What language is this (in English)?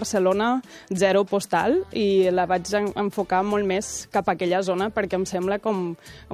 Catalan